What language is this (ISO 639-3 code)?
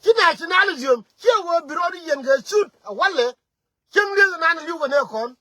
nus